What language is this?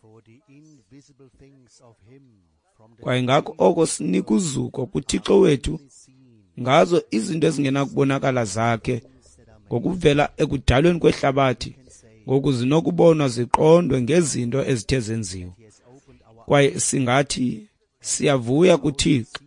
Xhosa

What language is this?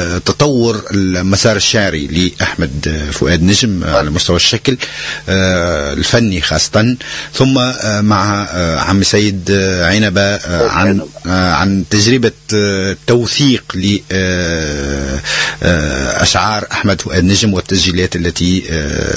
Tunisian Arabic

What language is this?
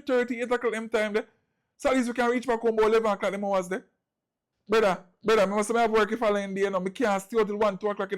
Jamaican Creole English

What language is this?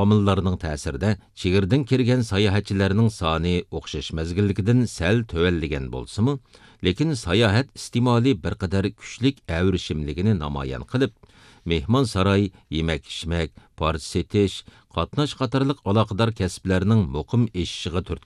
Uyghur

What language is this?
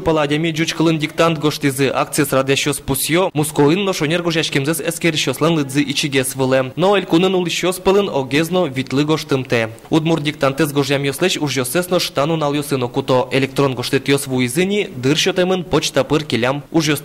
Udmurt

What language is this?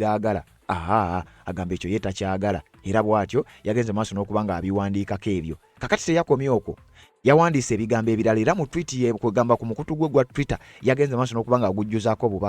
Ganda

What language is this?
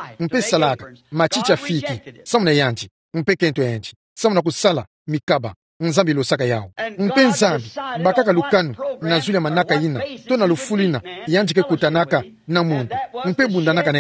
Kituba (Democratic Republic of Congo)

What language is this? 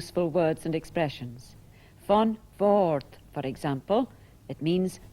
Scottish Gaelic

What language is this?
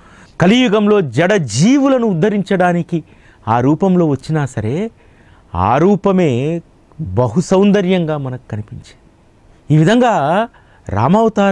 Telugu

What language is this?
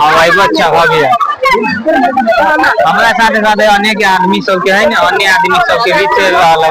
Maithili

